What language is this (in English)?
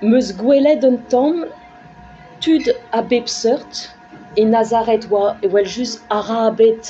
Breton